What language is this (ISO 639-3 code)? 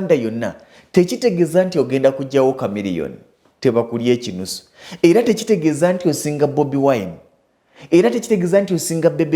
lug